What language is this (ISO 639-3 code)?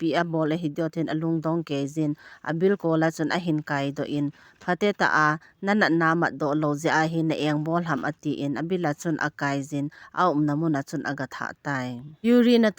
tcz